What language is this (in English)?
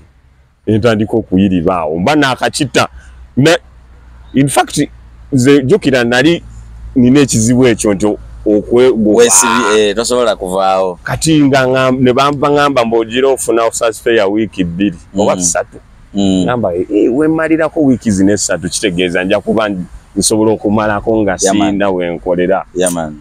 Ganda